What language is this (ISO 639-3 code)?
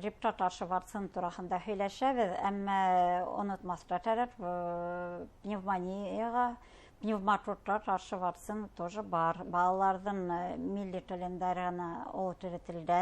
bak